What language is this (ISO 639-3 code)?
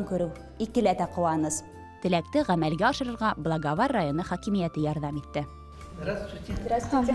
bak